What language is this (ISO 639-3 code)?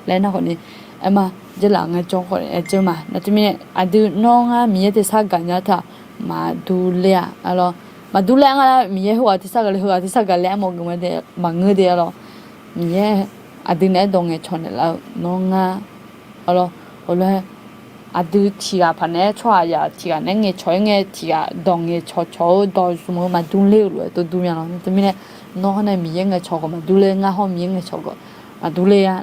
ahk